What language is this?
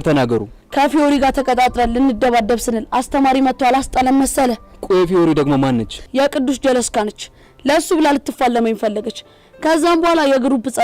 Amharic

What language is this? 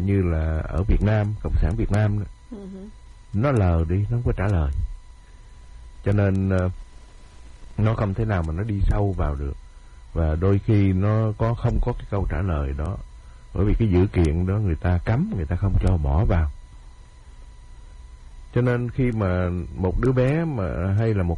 Vietnamese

